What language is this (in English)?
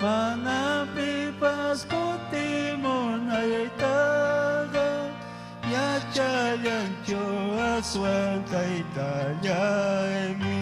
Ayacucho Quechua